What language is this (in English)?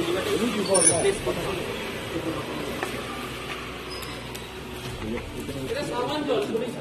Bangla